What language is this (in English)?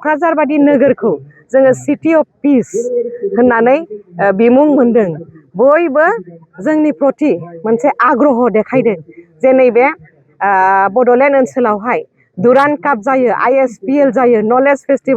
Bodo